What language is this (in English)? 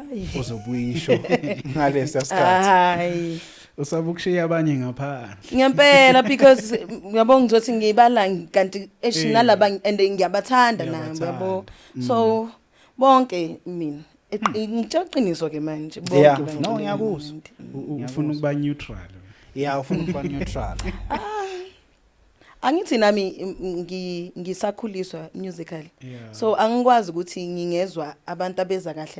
Zulu